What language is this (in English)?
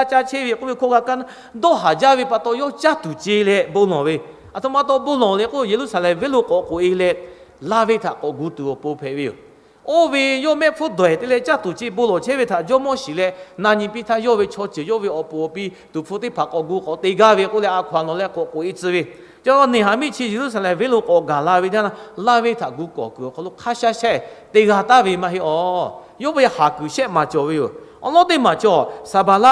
Lahu